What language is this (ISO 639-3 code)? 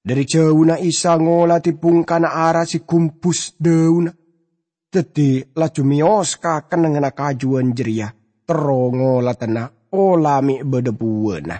mad